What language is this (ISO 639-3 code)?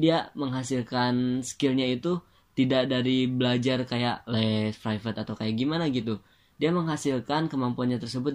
ind